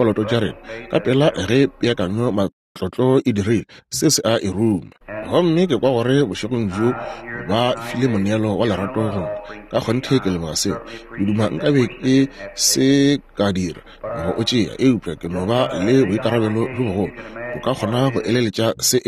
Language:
Northern Sotho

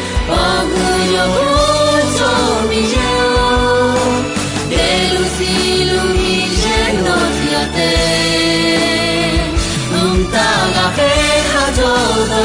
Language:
Akha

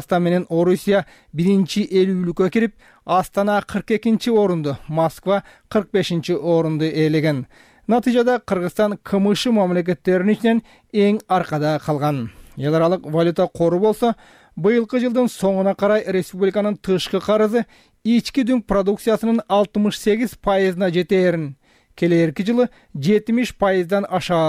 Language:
Kyrgyz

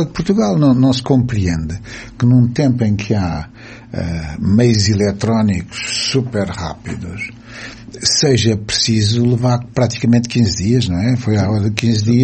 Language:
Portuguese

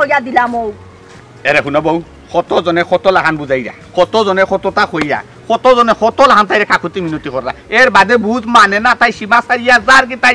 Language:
Sylheti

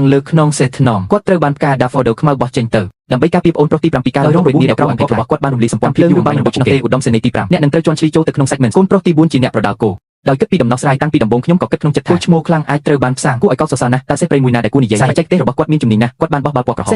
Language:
Khmer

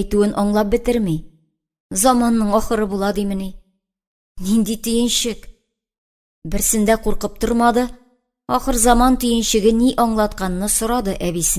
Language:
Tatar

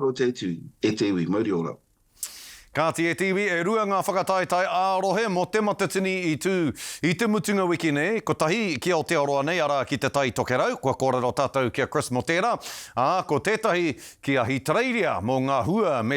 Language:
Māori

